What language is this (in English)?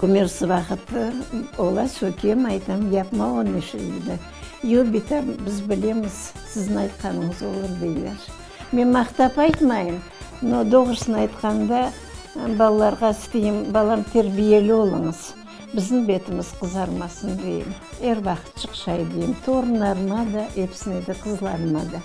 Crimean Tatar